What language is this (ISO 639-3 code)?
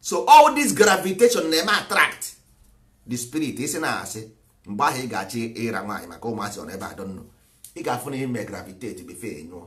ibo